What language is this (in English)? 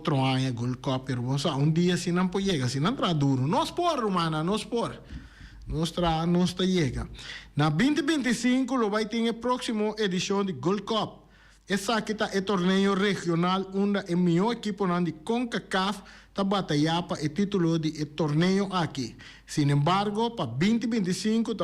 Papiamento